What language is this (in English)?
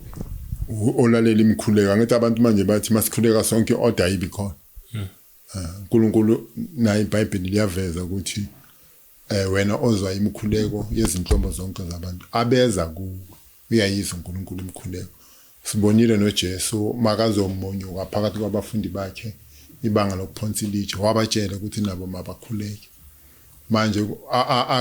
Zulu